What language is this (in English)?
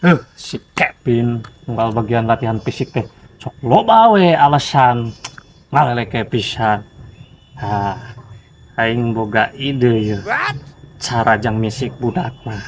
Sundanese